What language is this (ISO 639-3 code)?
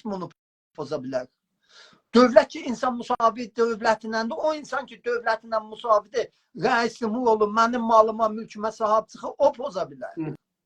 azb